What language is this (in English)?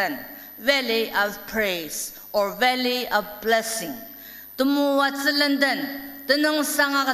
Ao Naga